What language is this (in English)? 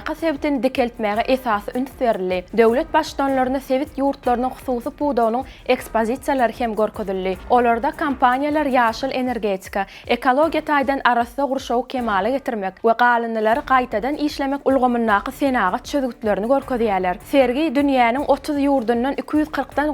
Turkmen